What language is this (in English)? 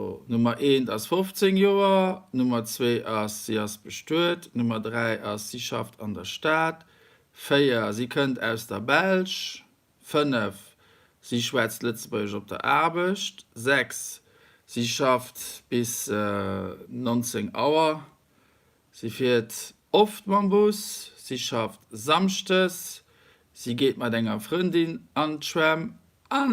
Luxembourgish